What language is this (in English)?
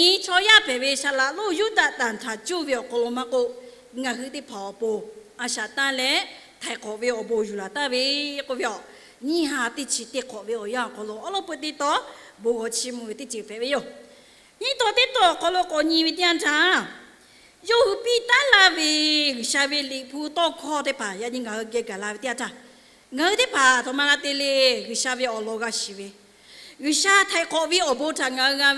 Lahu